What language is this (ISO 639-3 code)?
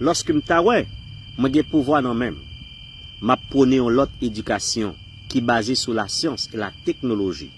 hat